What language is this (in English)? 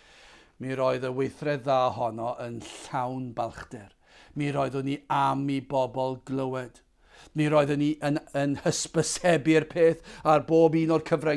Welsh